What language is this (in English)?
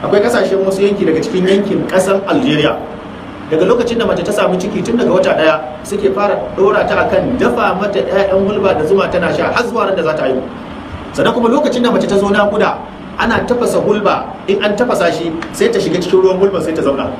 Hausa